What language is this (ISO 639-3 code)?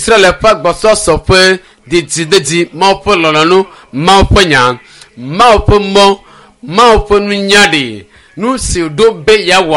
ewe